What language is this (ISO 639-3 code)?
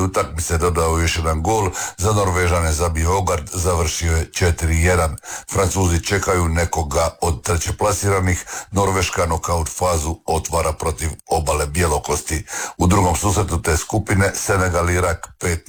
hrv